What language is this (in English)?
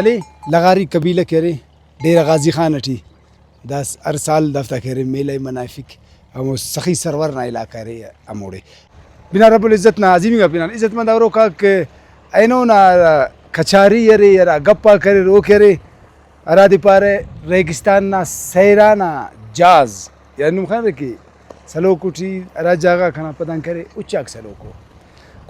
Brahui